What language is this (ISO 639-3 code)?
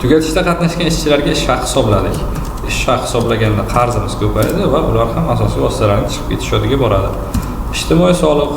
uzb